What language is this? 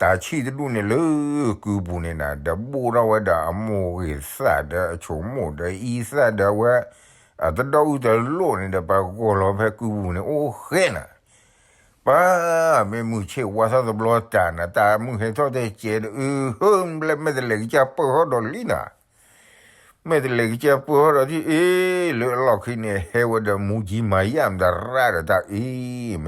S'gaw Karen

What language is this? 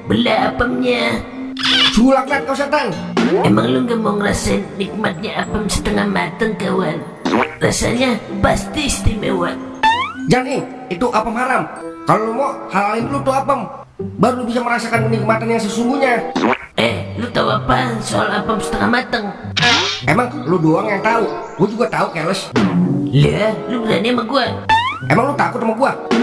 Betawi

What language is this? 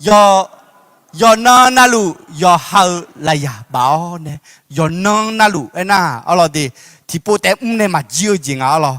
Akha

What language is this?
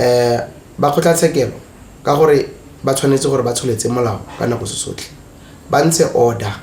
Tswana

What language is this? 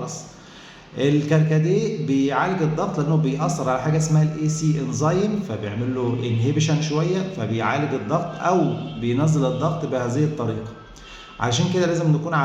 Egyptian Arabic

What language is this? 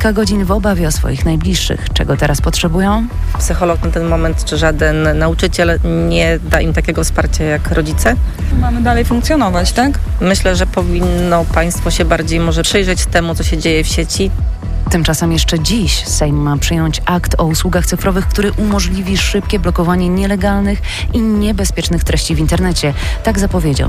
Polish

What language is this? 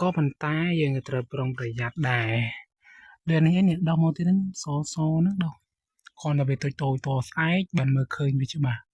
Khmer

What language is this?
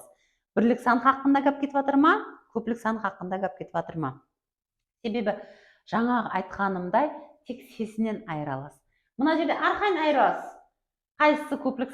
Kara-Kalpak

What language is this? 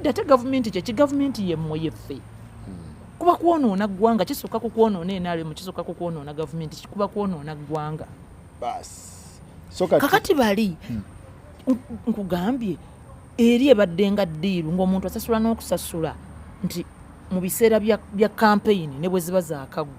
Ganda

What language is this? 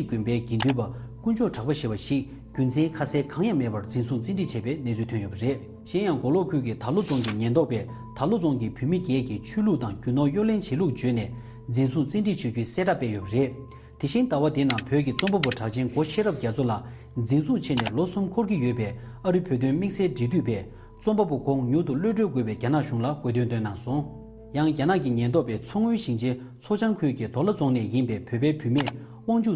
Tibetan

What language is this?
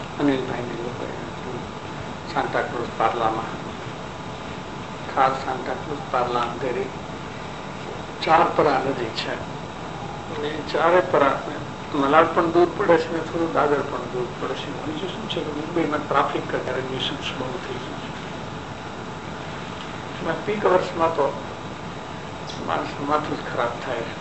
Gujarati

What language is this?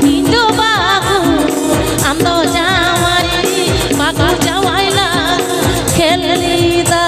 Santali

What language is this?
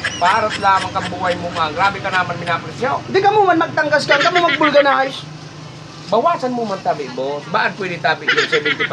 Bikol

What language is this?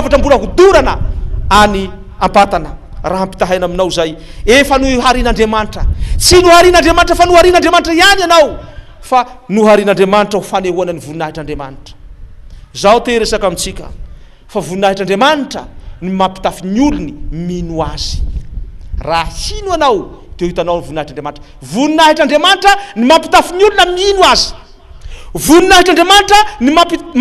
Malagasy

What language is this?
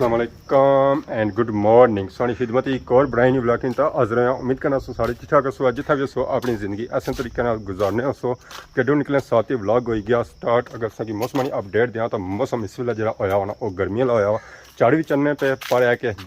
Pahari-Potwari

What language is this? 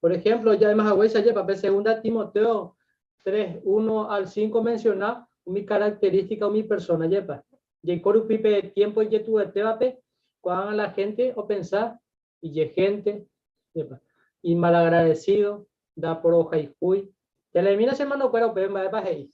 Guarani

